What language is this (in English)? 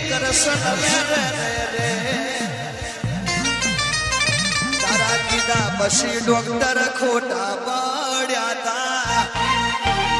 Gujarati